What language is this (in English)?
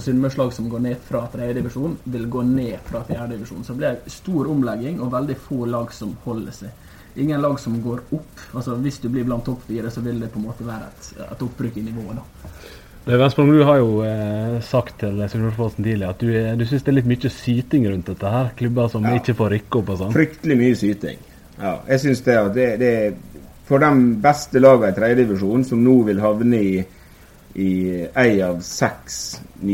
Norwegian